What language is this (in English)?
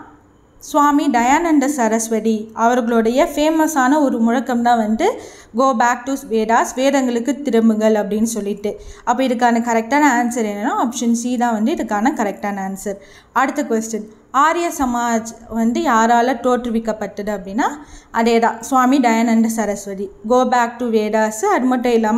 Tamil